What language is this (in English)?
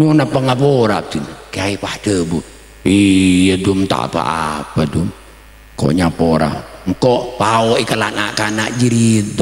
Madurese